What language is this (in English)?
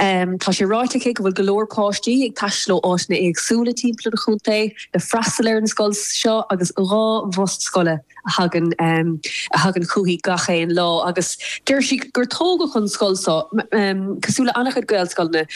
Irish